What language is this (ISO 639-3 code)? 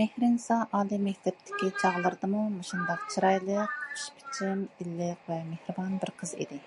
uig